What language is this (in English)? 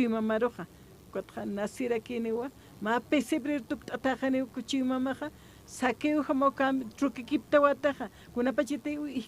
Aymara